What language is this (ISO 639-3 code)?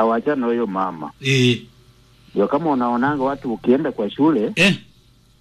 swa